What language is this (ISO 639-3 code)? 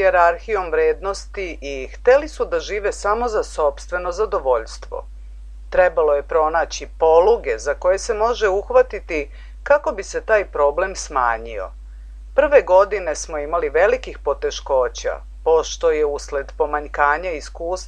srp